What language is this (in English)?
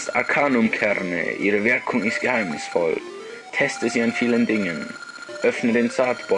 Swiss German